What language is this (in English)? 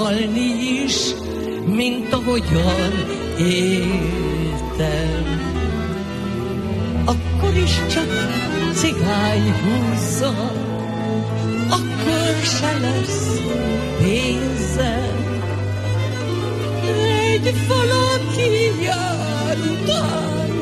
Hungarian